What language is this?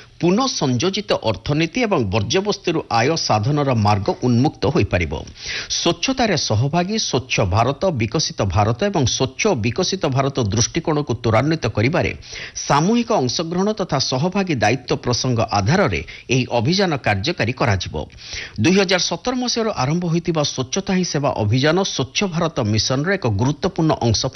Odia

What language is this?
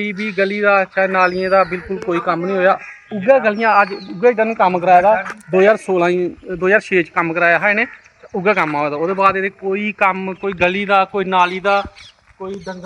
Dogri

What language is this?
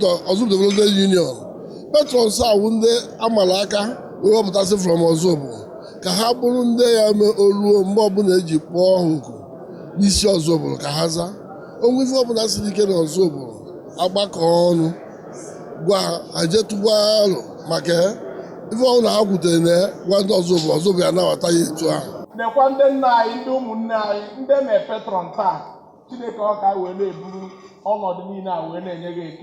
Igbo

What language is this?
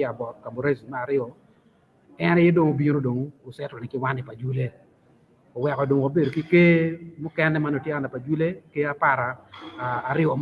Acoli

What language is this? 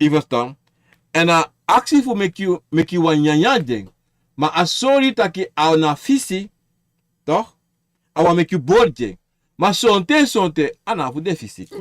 Sranan Tongo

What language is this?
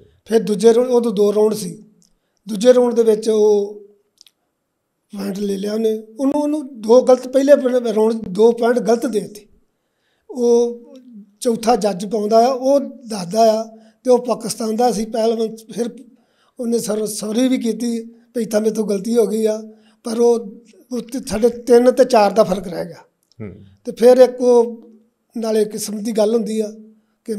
Punjabi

